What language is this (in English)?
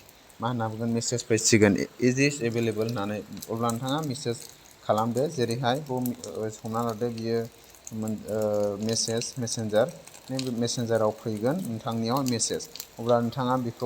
Bodo